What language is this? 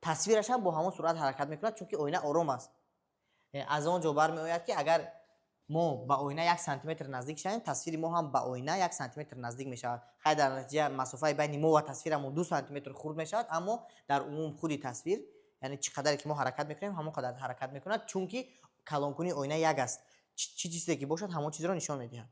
Tajik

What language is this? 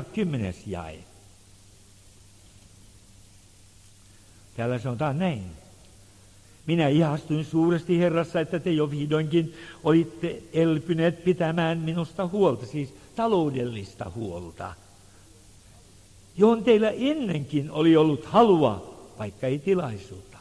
Finnish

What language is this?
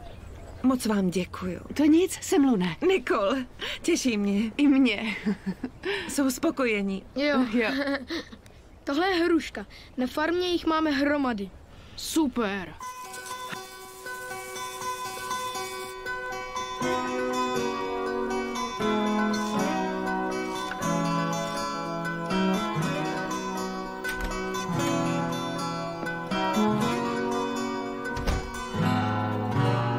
Czech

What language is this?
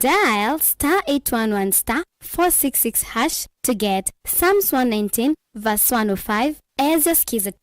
Kamba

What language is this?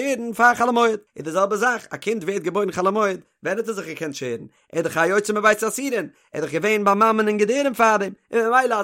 Yiddish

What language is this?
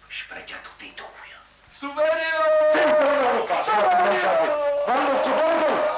Neapolitan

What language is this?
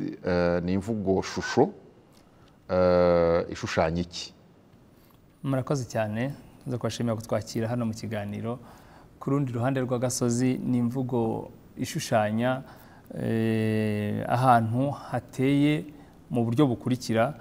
Kinyarwanda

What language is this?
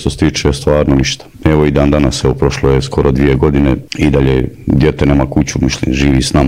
Bosnian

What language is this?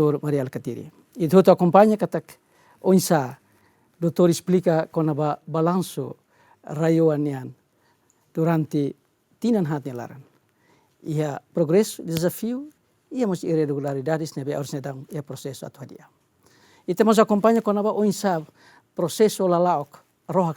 Tetum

